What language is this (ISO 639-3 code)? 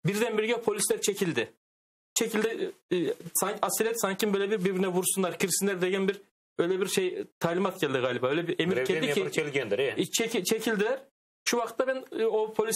crh